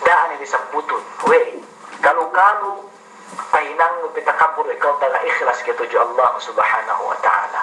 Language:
Yakan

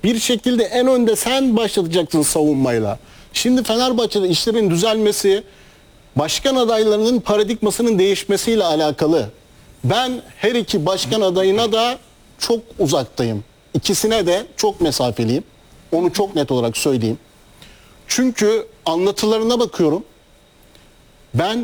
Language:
Turkish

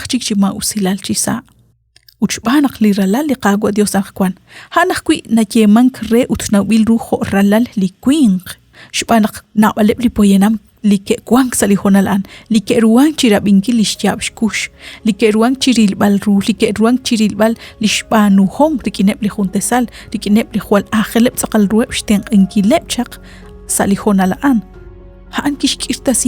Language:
Kekchí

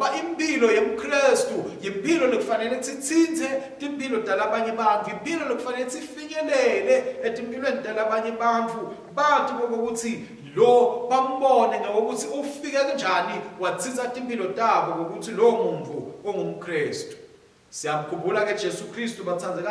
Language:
Swati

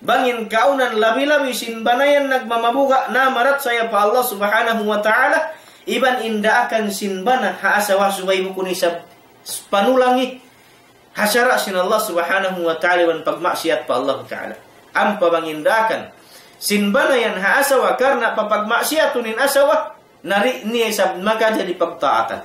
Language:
Tausug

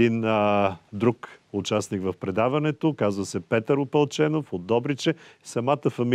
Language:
Bulgarian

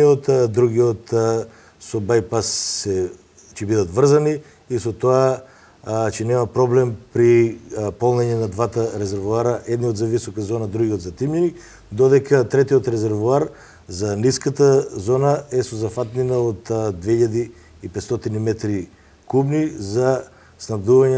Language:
Macedonian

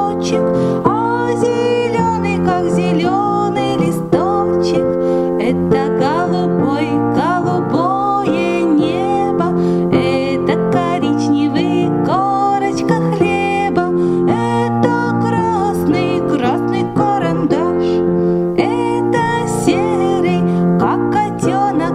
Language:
Russian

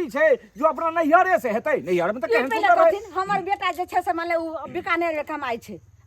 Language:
Maithili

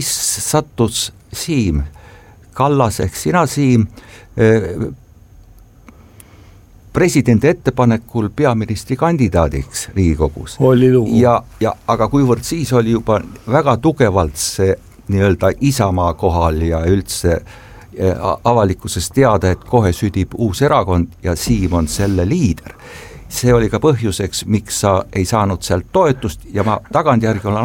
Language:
Estonian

